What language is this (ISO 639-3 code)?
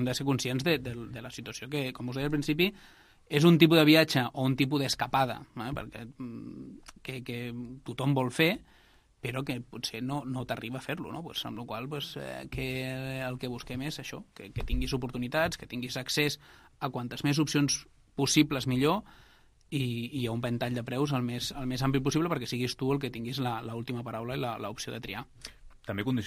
cat